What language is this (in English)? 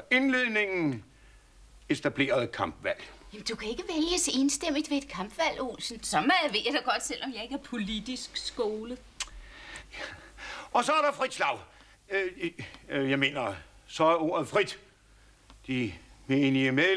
Danish